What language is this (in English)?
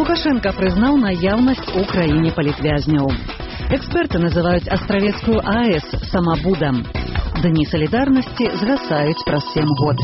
Belarusian